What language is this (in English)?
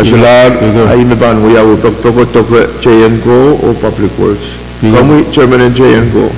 Pohnpeian